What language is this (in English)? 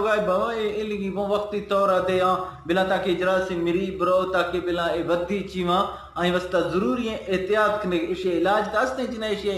Eastern Balochi